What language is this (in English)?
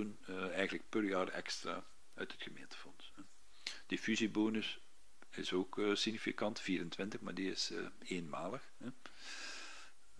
Dutch